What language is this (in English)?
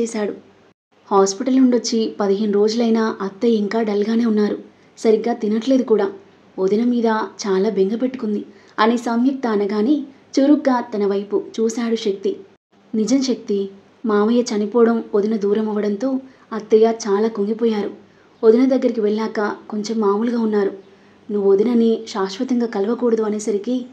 Telugu